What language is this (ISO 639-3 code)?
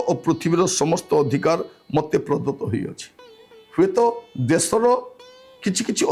ori